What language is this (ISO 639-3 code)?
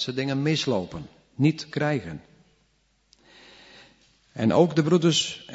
nld